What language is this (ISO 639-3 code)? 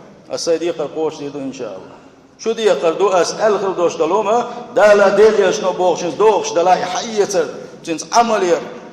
che